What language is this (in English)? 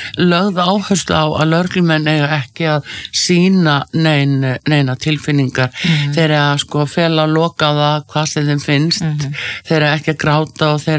Icelandic